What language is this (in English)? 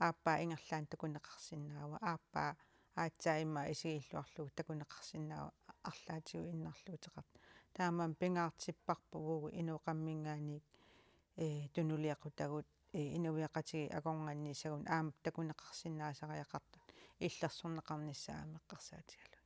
Kalaallisut